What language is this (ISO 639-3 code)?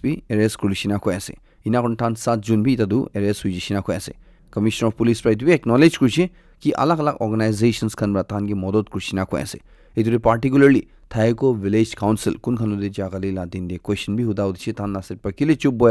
nag